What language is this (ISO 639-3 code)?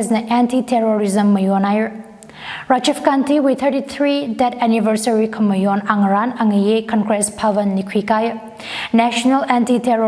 nmf